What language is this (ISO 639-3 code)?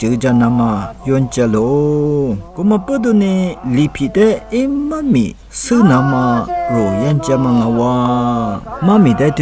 lis